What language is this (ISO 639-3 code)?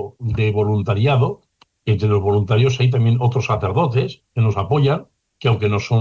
spa